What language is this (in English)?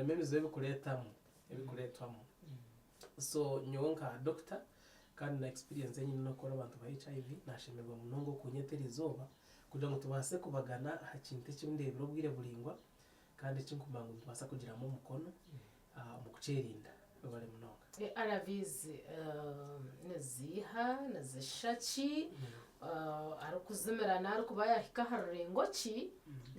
Nyankole